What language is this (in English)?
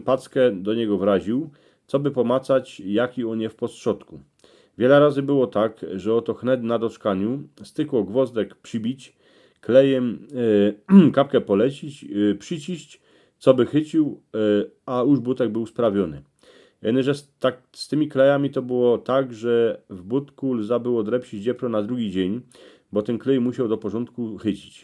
Silesian